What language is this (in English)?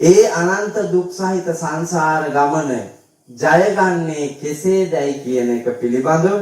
Sinhala